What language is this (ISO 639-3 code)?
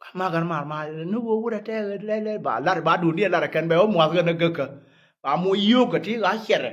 nus